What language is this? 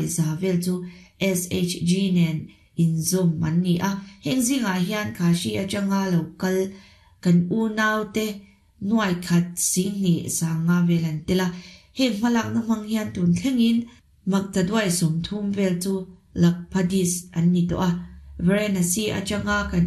Mizo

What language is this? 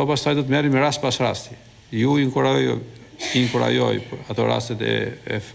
Albanian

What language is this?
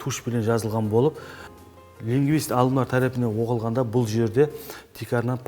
Kara-Kalpak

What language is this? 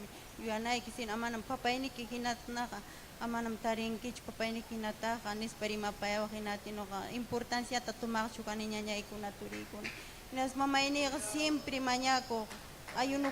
Ayacucho Quechua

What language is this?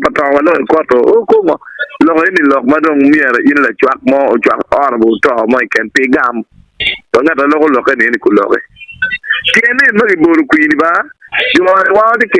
Acoli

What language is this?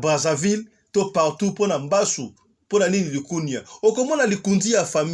Lingala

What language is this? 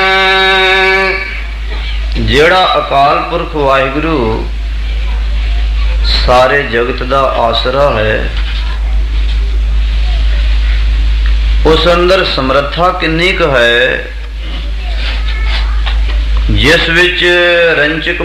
Punjabi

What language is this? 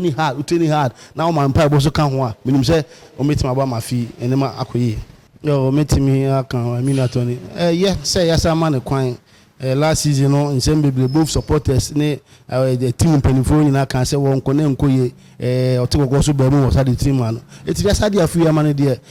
Akan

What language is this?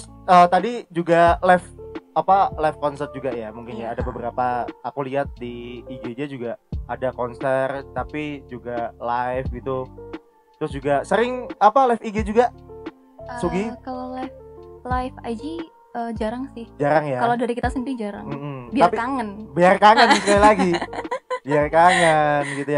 Indonesian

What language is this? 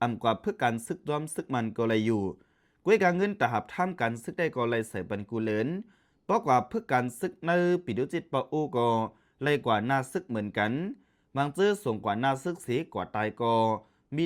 Shan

